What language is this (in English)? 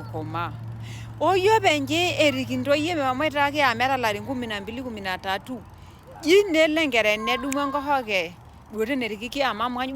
Masai